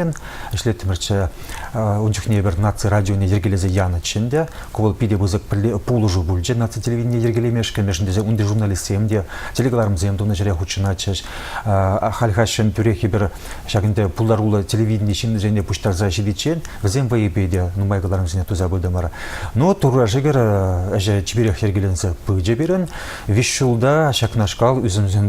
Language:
Chuvash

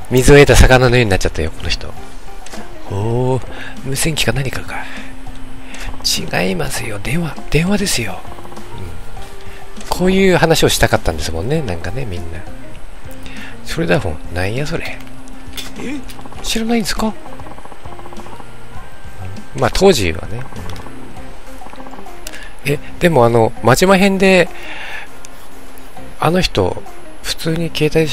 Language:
Japanese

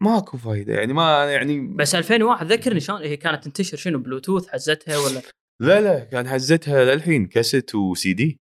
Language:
Gulf Arabic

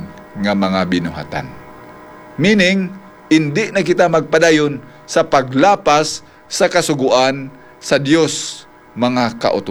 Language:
Hiligaynon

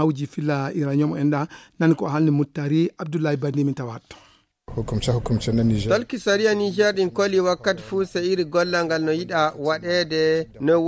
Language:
Fula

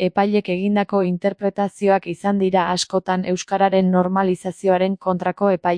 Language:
Basque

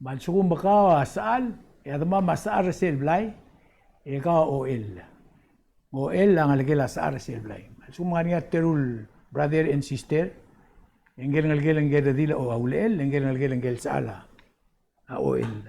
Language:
Palauan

